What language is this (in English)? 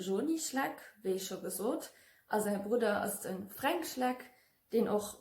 Luxembourgish